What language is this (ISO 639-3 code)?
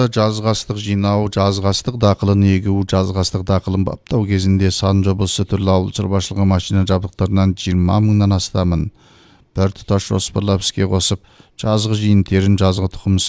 kaz